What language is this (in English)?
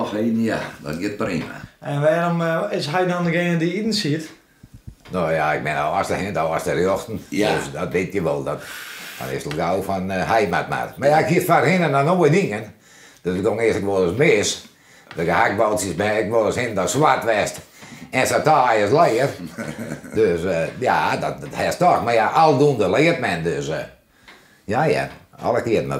Western Frisian